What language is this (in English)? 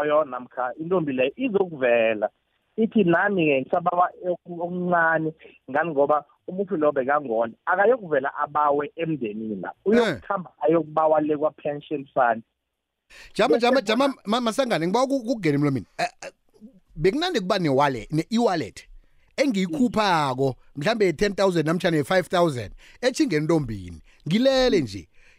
South Ndebele